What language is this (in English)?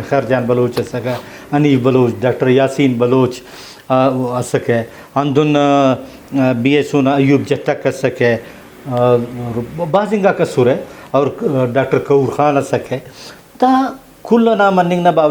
Brahui